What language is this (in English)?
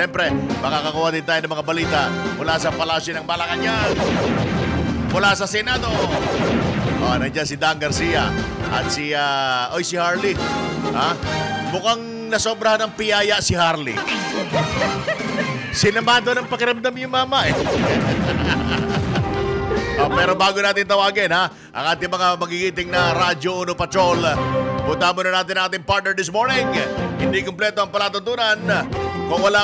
Filipino